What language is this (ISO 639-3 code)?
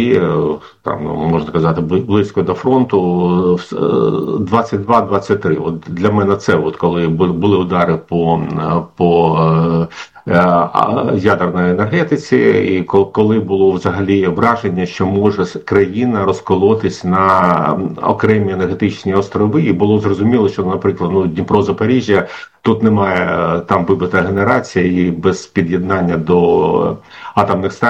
ukr